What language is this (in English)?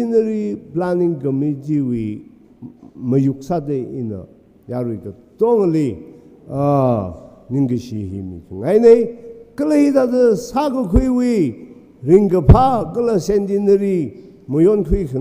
Tangkhul Naga (India)